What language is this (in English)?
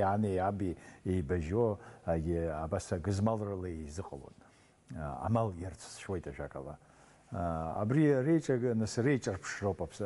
Abkhazian